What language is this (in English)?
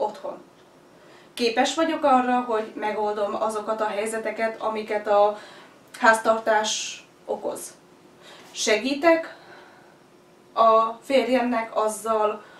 Hungarian